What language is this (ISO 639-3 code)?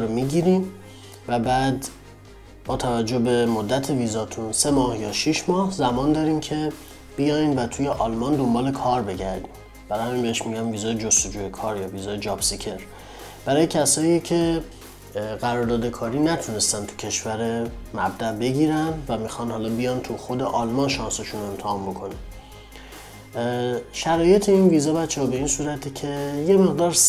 fas